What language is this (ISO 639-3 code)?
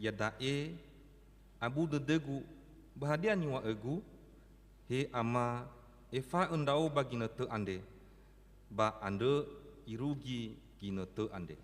nia